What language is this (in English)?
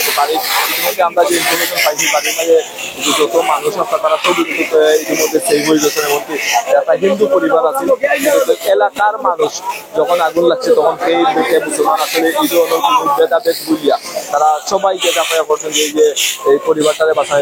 Sylheti